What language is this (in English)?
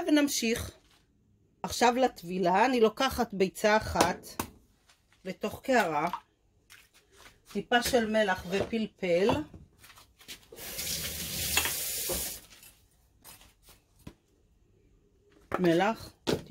Hebrew